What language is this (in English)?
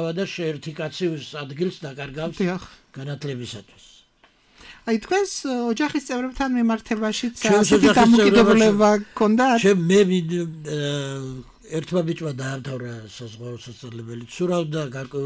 Georgian